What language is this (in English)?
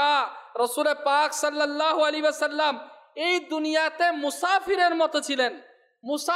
Bangla